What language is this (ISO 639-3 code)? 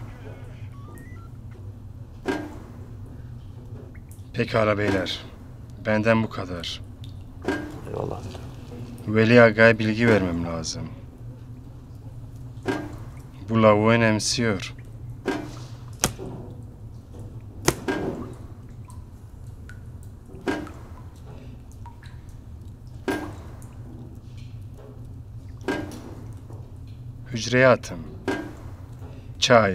tur